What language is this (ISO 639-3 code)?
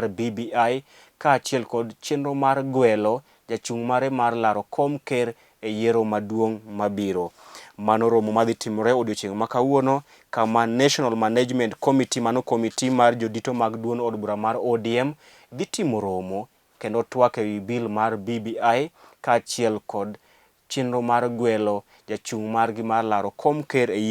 luo